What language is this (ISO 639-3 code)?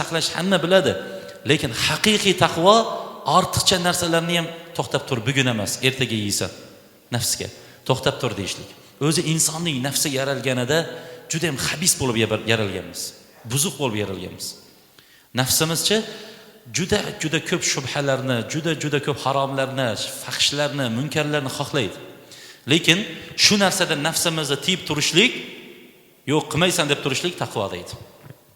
uzb